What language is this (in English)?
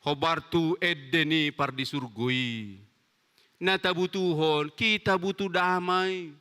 Batak Toba